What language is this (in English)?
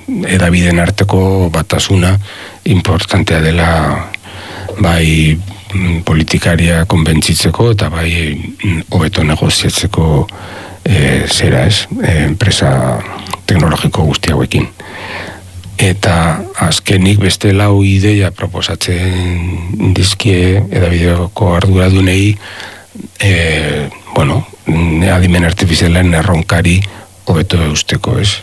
Basque